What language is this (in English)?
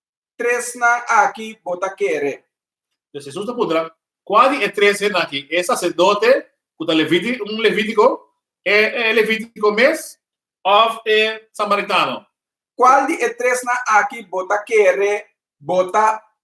Papiamento